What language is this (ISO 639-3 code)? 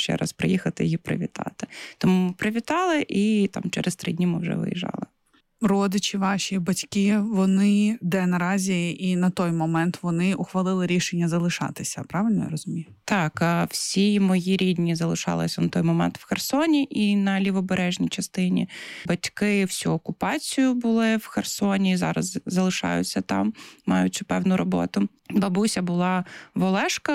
ukr